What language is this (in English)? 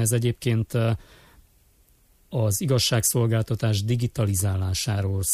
Hungarian